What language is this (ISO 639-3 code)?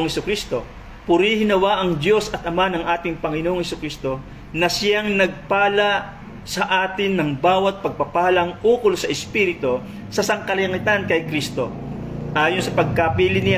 fil